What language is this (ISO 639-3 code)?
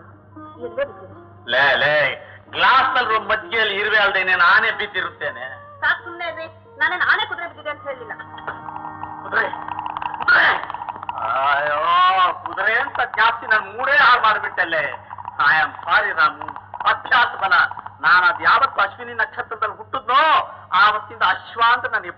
kan